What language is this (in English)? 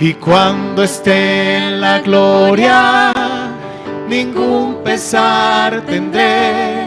South Bolivian Quechua